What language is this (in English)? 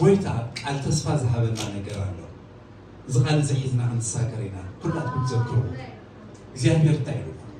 Tigrinya